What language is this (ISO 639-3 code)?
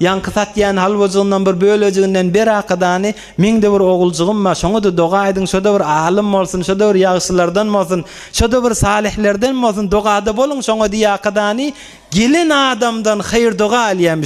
tuk